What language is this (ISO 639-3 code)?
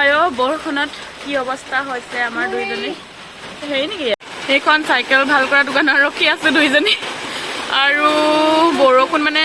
asm